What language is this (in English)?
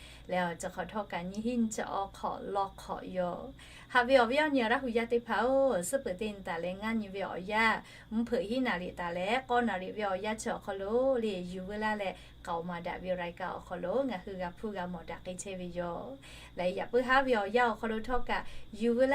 Lahu